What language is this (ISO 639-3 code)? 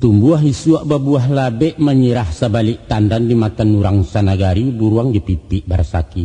min